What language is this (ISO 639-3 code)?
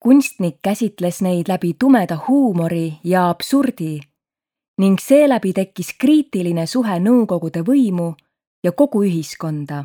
est